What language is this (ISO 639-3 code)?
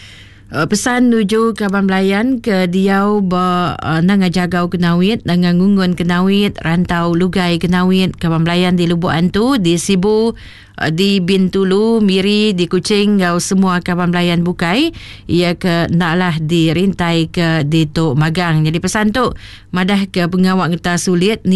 iba